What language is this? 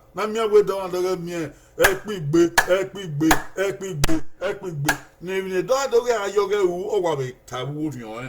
Bini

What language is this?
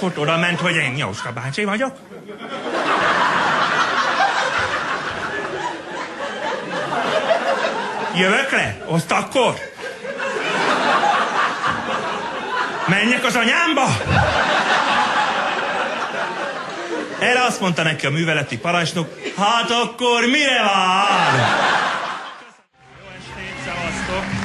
Hungarian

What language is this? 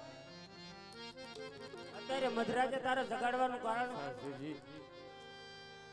Gujarati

